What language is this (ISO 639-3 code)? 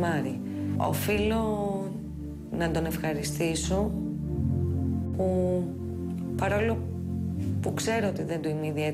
ell